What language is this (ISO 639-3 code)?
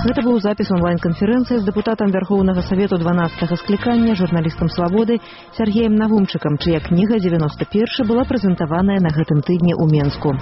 bel